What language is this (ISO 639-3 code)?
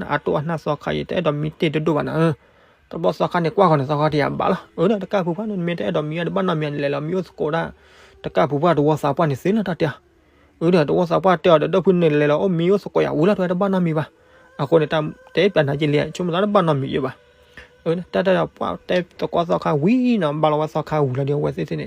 ksw